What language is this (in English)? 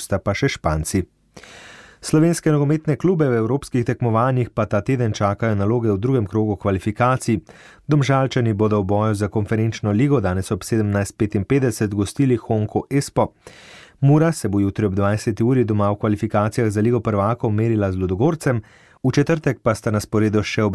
Slovenian